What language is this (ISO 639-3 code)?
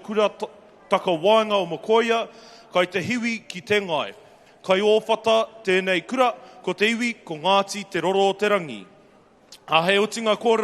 mri